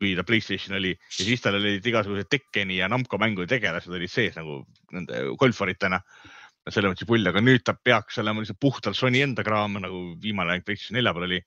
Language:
Estonian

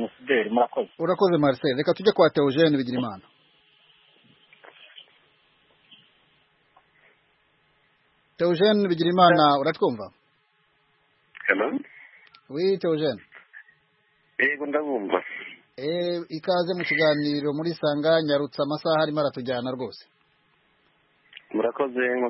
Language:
Kinyarwanda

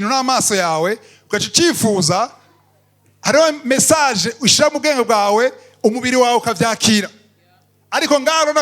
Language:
Rundi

